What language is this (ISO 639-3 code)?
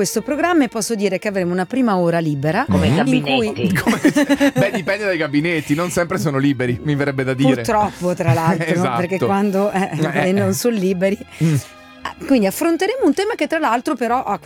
ita